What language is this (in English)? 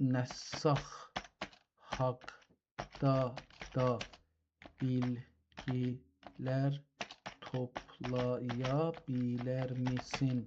South Azerbaijani